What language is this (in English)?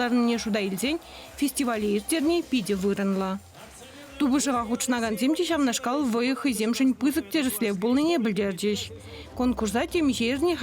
Chuvash